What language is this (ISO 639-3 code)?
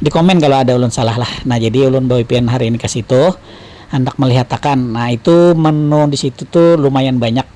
bjn